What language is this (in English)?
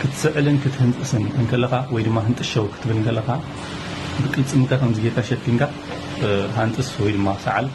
Tigrinya